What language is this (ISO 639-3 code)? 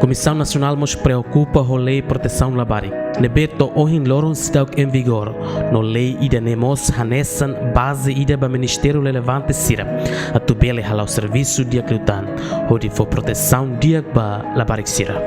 tet